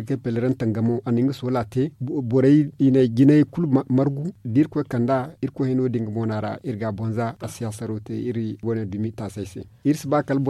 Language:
Zarma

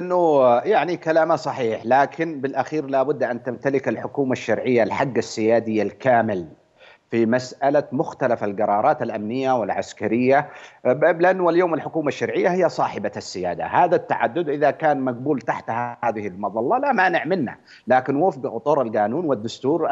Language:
Arabic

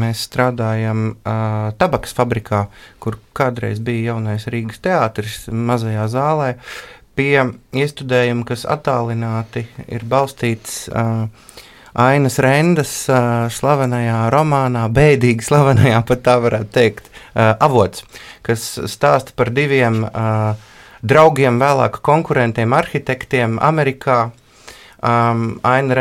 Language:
Latvian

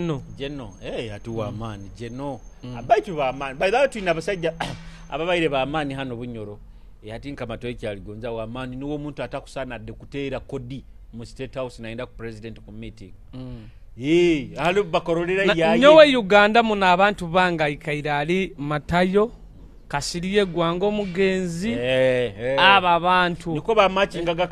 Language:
Nyoro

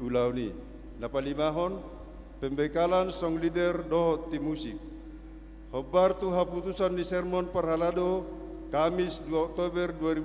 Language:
Batak Toba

